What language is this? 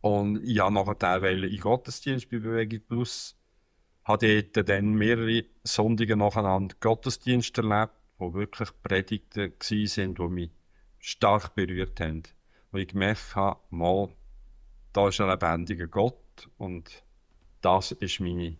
Swiss German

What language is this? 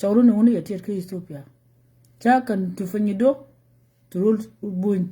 Nuer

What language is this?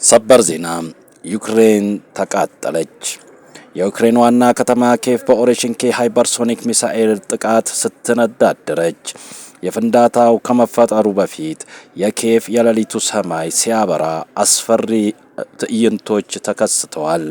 Amharic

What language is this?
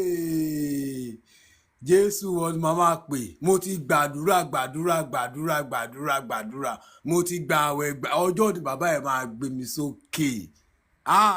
Yoruba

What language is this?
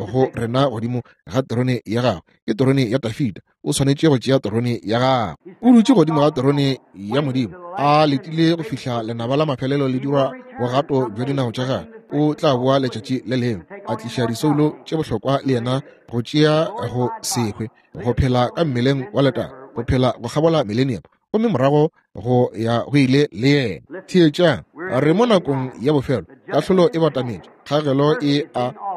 Northern Sotho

